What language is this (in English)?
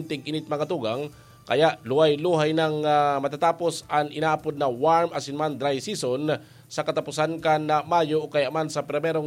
Bikol